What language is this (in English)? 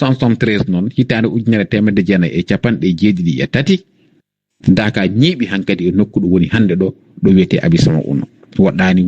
Fula